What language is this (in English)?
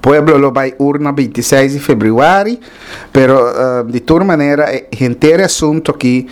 Papiamento